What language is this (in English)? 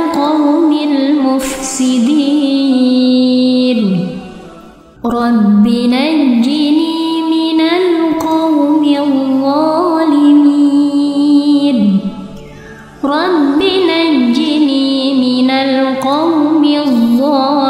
Arabic